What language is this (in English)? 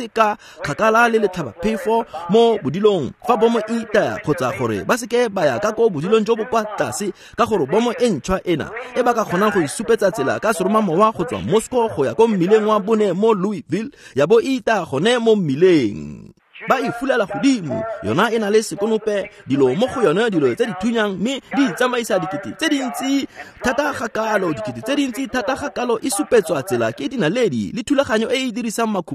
Tswana